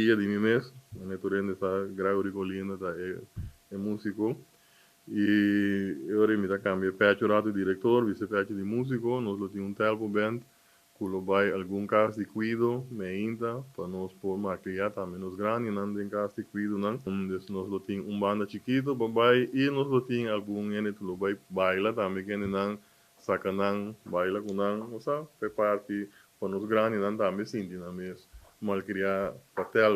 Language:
Papiamento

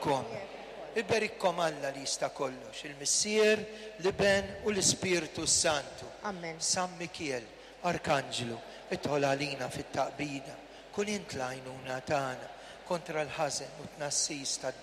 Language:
Maltese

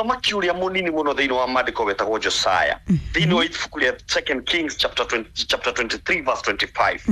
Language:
Kikuyu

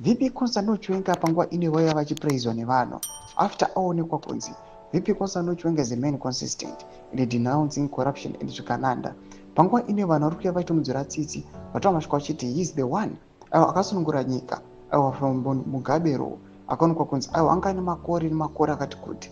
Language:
Shona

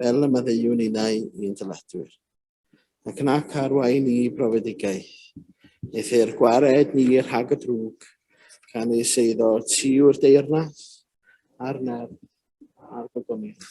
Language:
Welsh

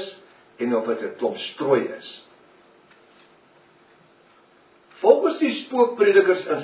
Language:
Afrikaans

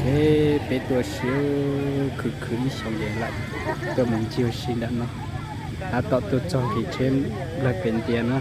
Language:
Hmong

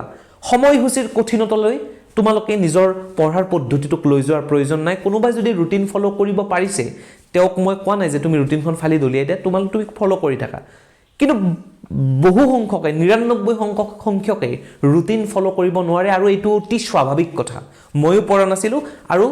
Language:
Assamese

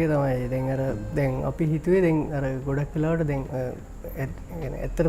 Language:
Sinhala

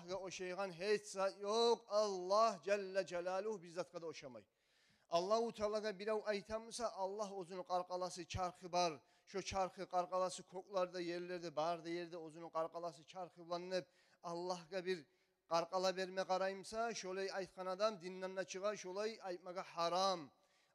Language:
Kumyk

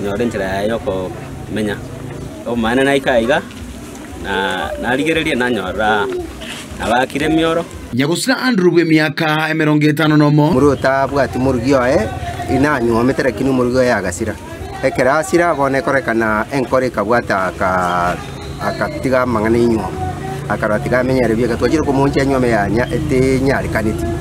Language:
Gusii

